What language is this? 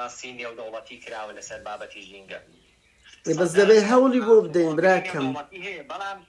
Central Kurdish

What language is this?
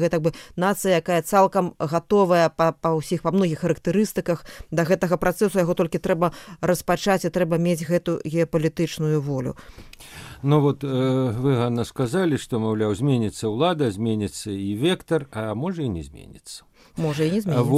Belarusian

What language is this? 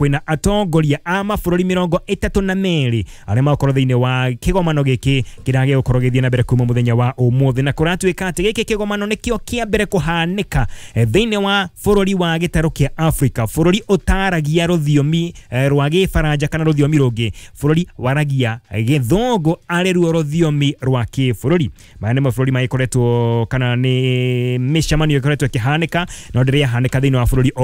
Kikuyu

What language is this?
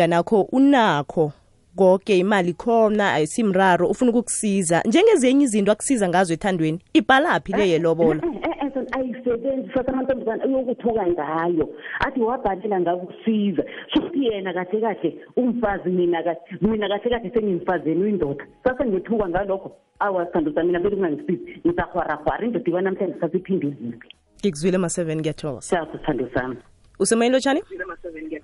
South Ndebele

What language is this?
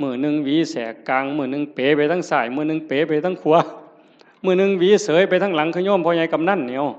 Northeastern Thai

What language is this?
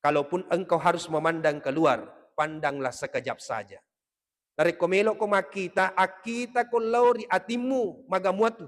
Buginese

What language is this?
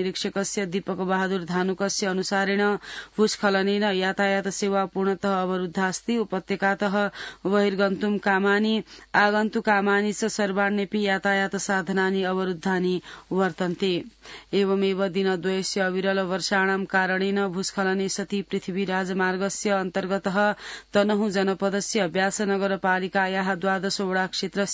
Sanskrit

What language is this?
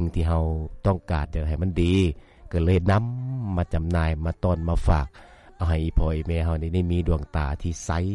Lao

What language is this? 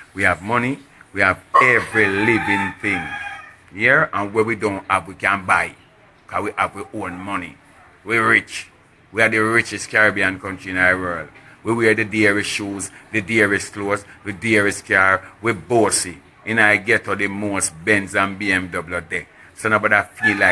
Jamaican Creole English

